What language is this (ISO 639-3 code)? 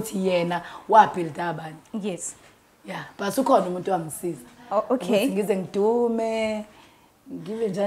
zul